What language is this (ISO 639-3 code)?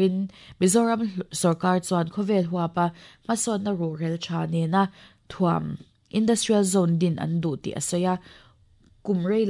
lus